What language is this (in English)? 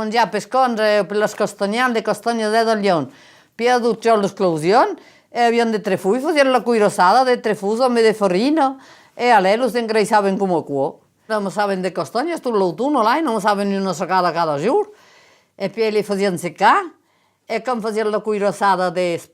Occitan